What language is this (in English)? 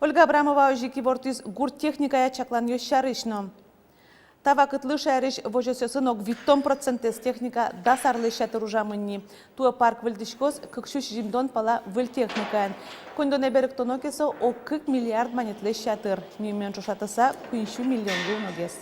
Udmurt